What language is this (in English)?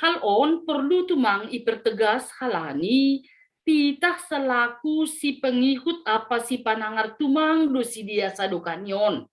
Batak Simalungun